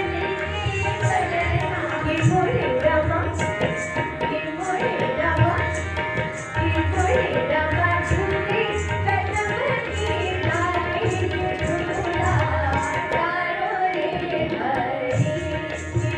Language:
Bhojpuri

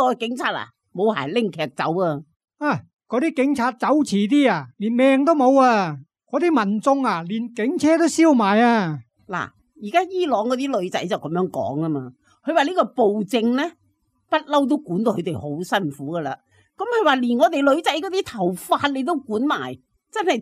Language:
Cantonese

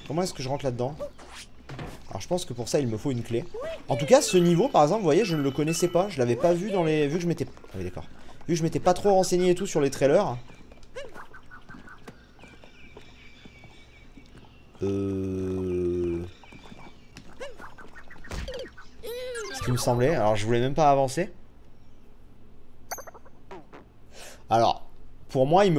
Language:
French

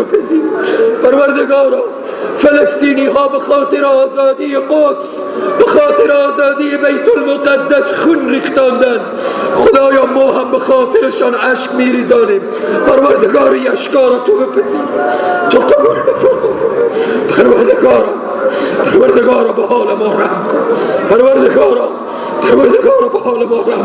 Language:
Persian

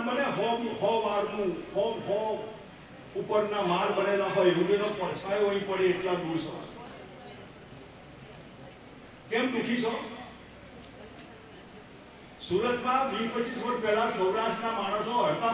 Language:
Gujarati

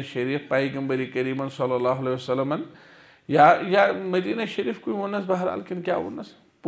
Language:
Kashmiri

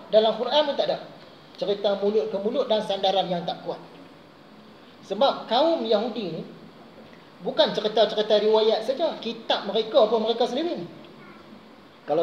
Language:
Malay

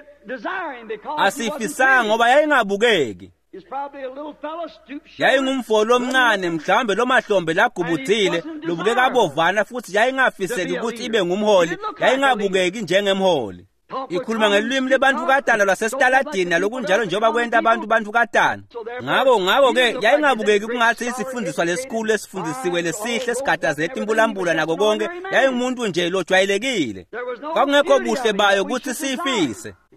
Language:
Swati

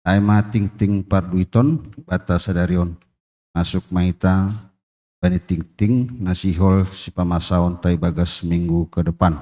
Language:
Batak Simalungun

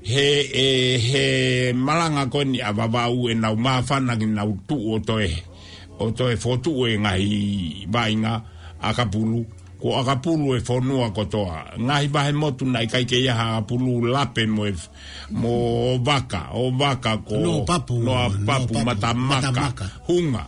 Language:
Tongan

